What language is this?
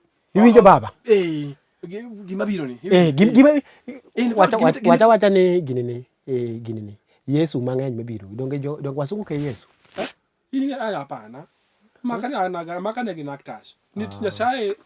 Luo (Kenya and Tanzania)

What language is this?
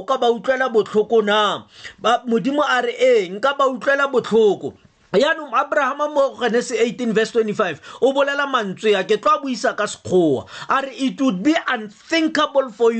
Tswana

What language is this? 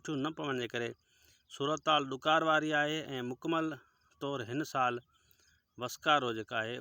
Sindhi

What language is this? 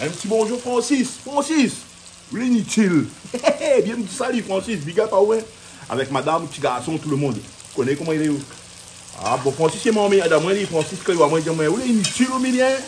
Réunion Creole French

